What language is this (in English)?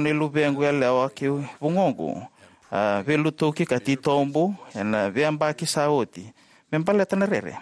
Fijian